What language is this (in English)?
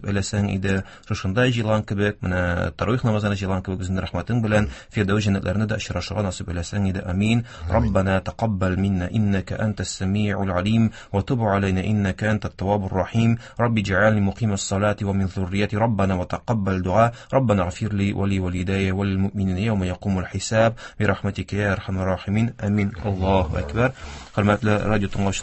Tatar